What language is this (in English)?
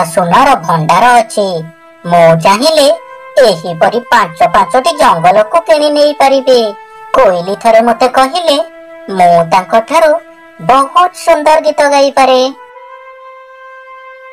Odia